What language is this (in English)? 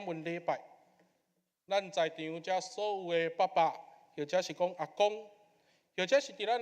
Min Nan Chinese